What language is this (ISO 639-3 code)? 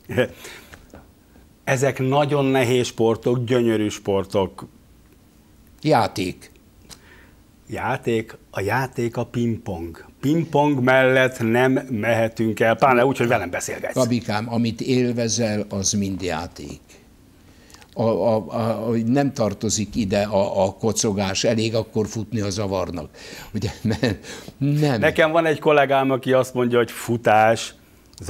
hun